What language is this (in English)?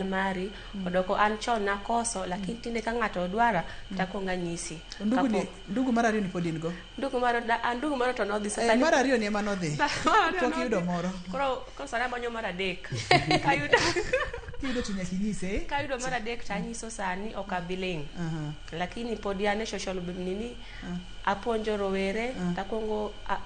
Luo (Kenya and Tanzania)